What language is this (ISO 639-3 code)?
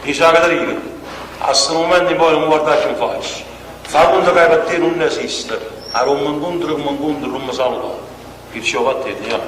nap